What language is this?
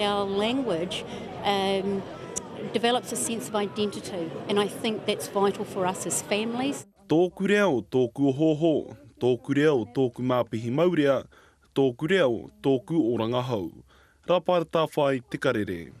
Māori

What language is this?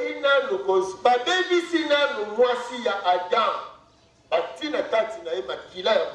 Lingala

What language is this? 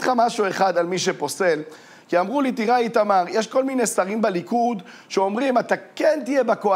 Hebrew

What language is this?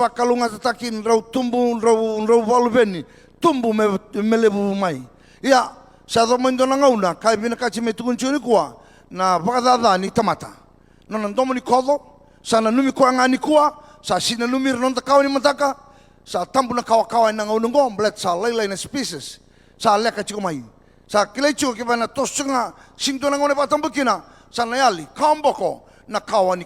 Fijian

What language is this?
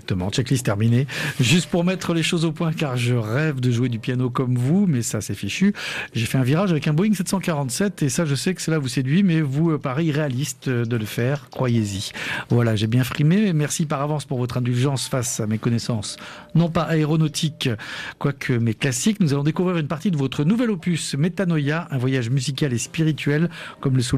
French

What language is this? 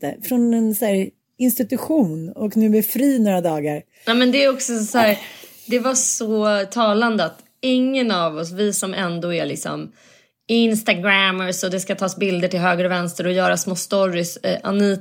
Swedish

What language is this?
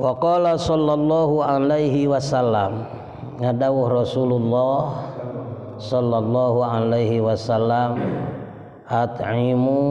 Sundanese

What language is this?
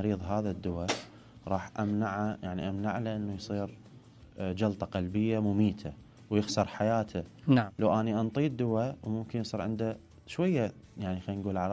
Mesopotamian Arabic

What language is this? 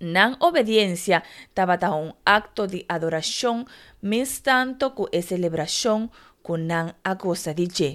Papiamento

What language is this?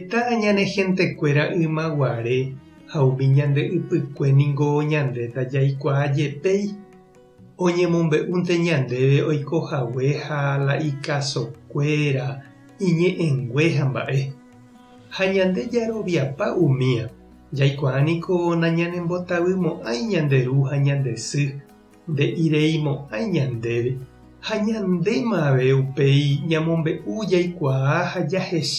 Guarani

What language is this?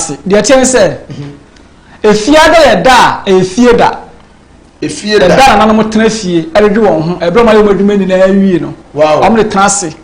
Akan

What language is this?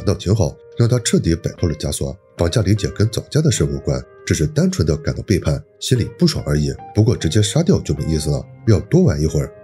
Chinese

